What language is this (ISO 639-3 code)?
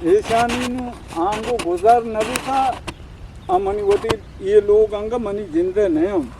bgp